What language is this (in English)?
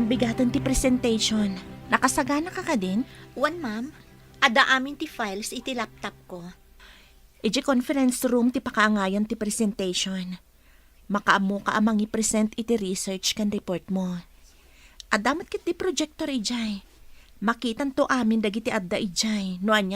Iloko